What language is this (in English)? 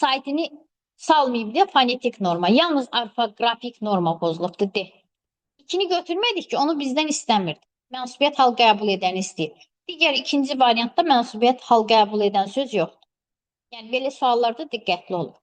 Azerbaijani